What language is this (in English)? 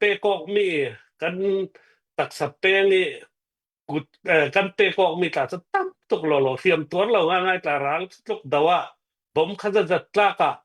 Hakha Chin